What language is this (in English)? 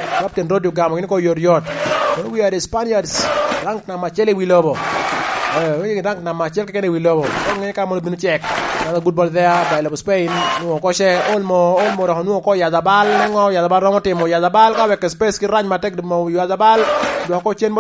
Lango (Uganda)